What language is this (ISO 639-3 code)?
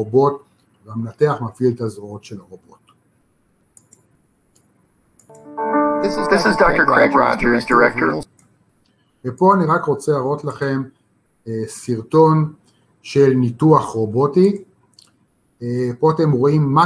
heb